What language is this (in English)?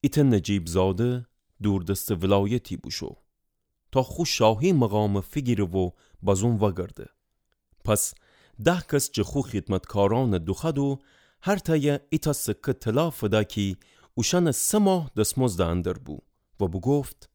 Gilaki